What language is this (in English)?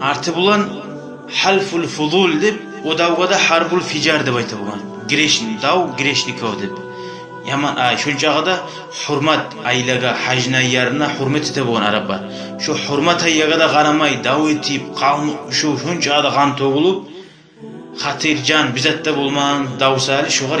Kumyk